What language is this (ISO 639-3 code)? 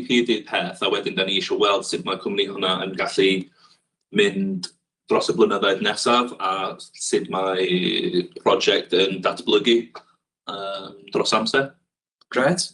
cym